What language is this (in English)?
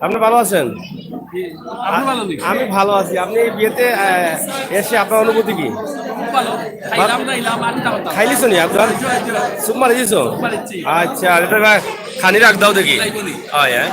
Sylheti